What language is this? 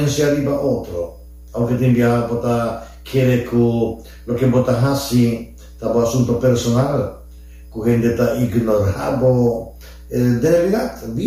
Papiamento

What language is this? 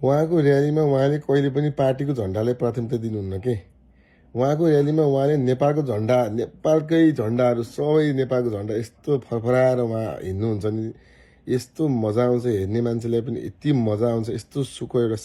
Nepali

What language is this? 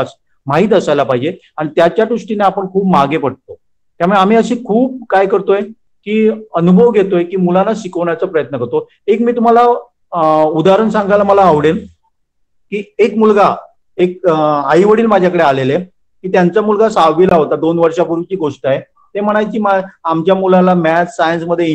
Marathi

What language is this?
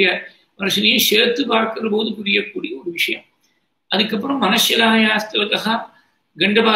Tamil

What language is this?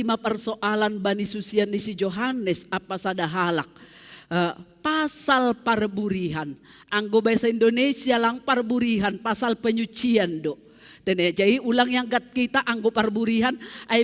Batak Simalungun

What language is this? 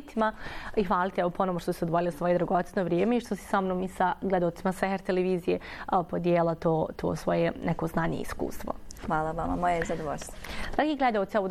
Bosnian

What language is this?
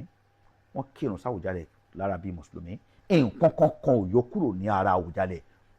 Yoruba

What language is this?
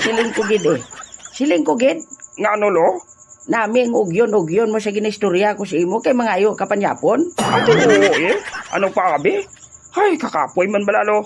Hiligaynon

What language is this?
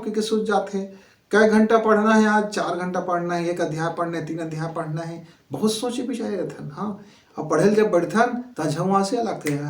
Chhattisgarhi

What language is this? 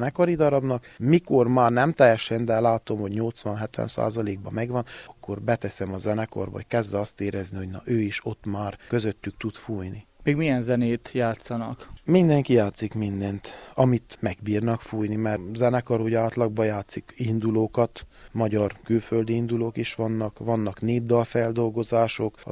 Hungarian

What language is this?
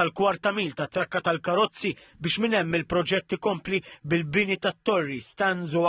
Maltese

